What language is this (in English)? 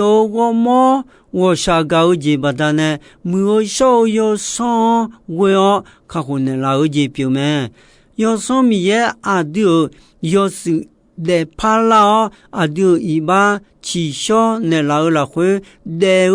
Akha